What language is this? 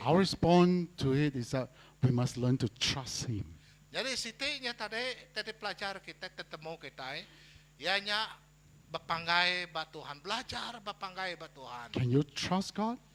Iban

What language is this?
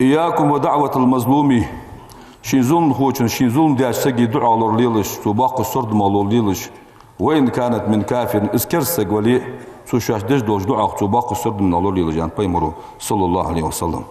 Ingush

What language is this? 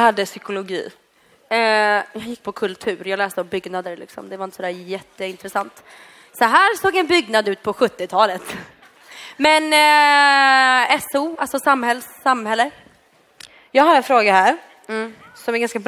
Swedish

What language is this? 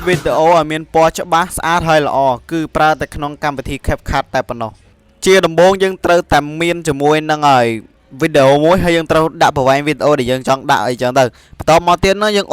Khmer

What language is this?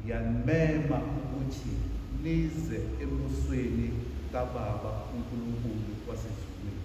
Zulu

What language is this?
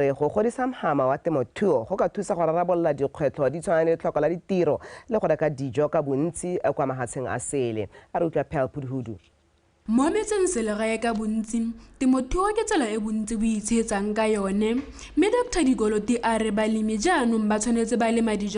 Tswana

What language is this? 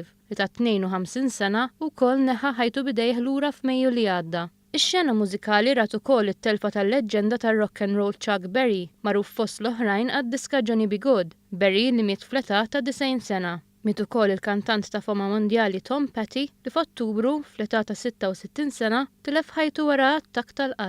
Maltese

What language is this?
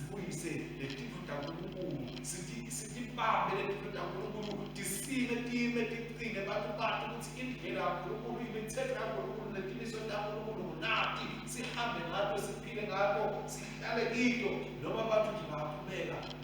Swati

